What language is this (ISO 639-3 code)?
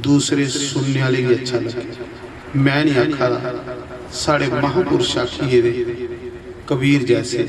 doi